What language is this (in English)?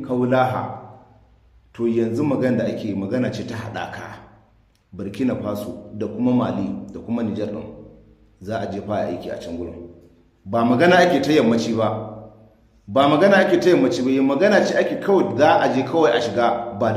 Hausa